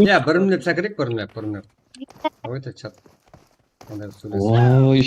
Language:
Kara-Kalpak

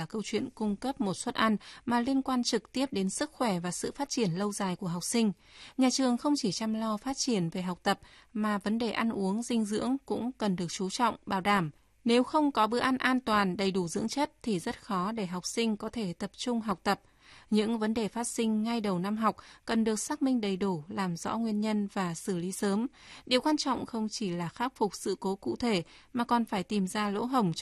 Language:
Vietnamese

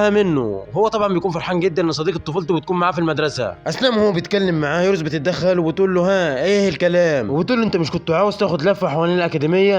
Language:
Egyptian Arabic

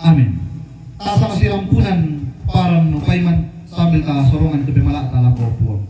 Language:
Toraja-Sa'dan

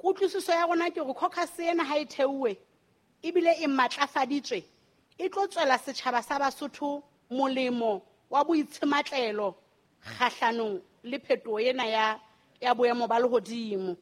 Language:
Southern Sotho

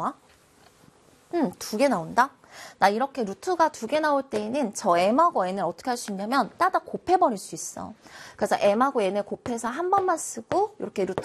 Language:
Korean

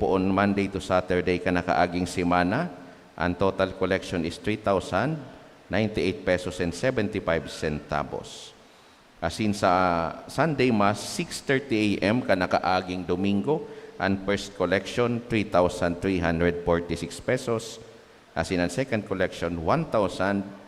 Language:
Bikol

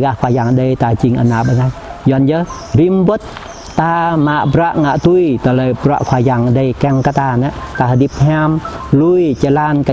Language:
Jarai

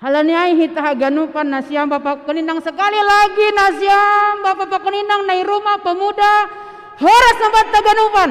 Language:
Batak Simalungun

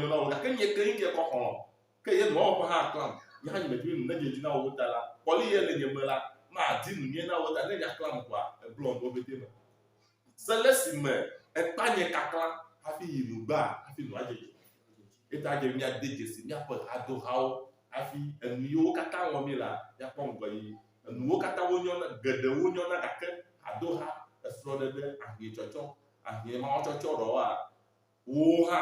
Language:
Ewe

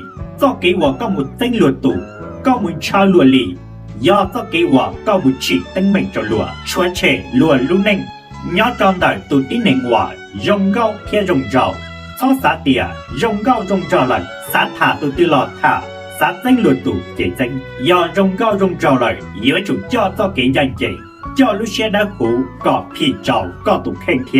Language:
Hmong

